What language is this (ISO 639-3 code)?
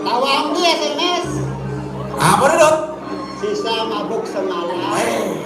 ban